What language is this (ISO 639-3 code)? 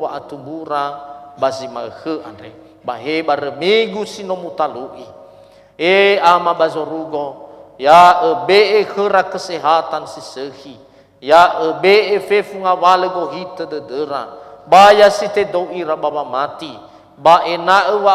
nia